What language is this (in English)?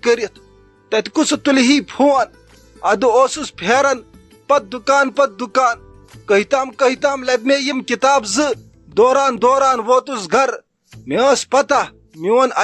Kashmiri